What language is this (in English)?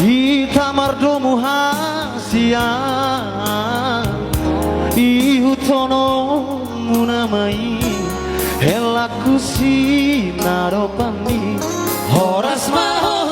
Batak Toba